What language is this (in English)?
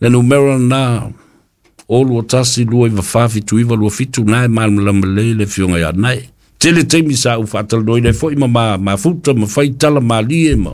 Samoan